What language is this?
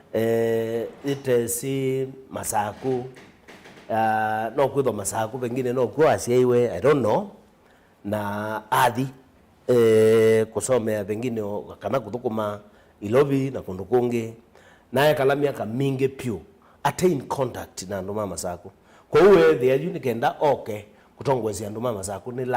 Kamba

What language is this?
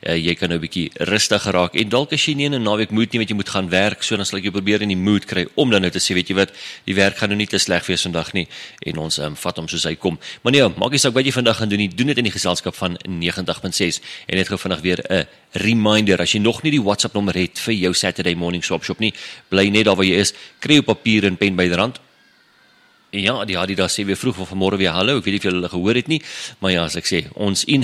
Afrikaans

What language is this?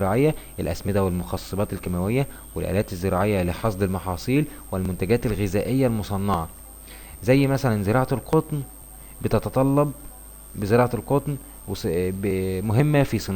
Egyptian Arabic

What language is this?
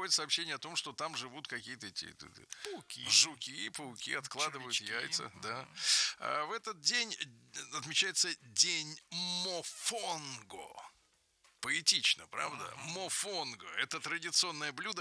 Russian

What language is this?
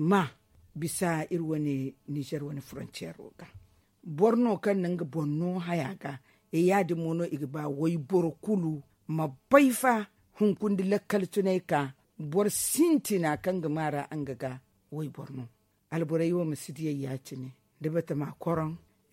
Zarma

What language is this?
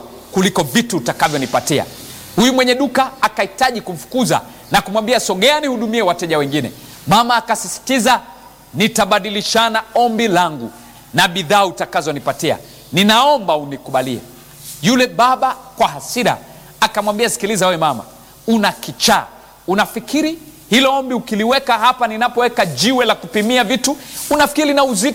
Swahili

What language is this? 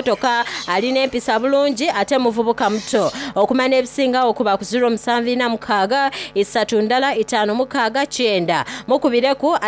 Soga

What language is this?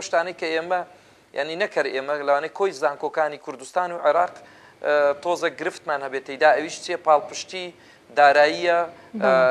Central Kurdish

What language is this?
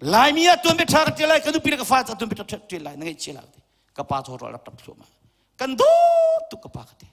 Hakha Chin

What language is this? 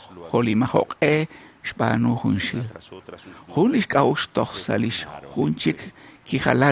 Kekchí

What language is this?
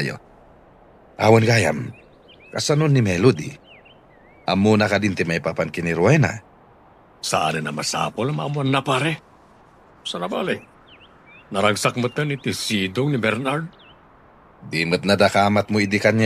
Iloko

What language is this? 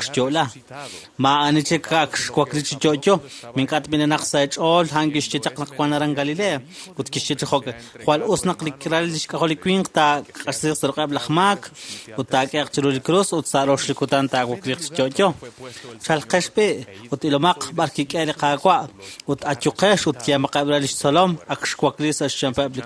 Kekchí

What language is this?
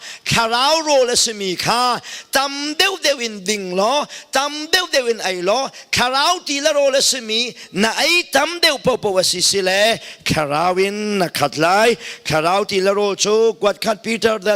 Hakha Chin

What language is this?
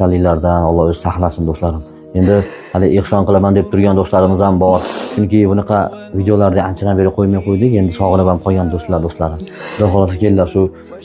Uzbek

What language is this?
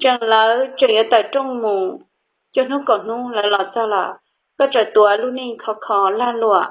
Hmong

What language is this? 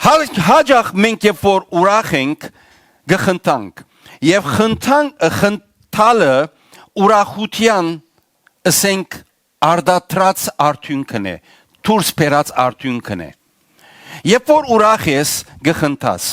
Western Armenian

